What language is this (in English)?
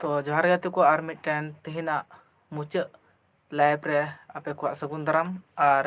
Santali